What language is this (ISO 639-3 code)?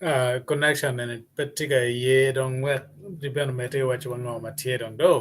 ach